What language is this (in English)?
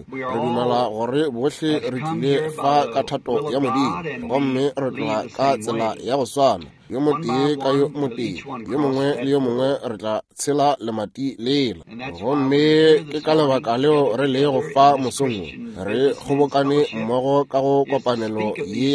Northern Sotho